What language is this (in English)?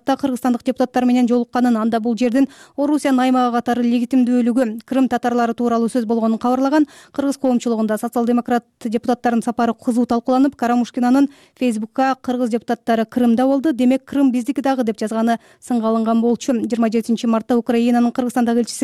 Kyrgyz